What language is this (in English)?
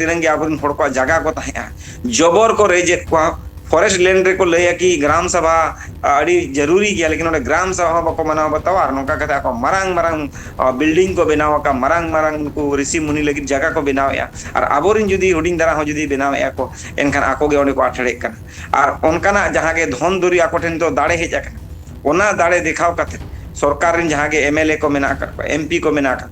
Santali